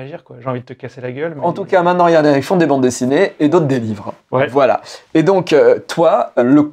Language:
French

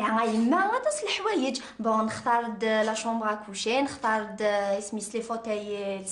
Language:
Kabyle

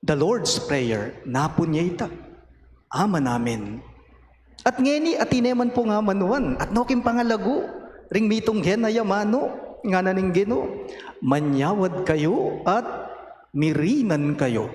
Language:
Pampanga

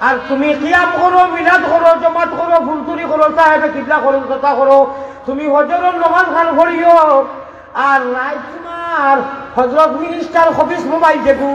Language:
Sylheti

